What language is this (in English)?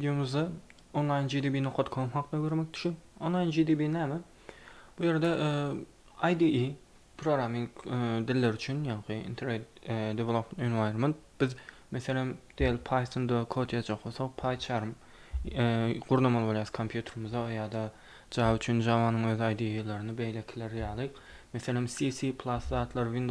Turkmen